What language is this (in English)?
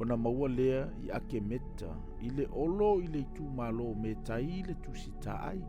Samoan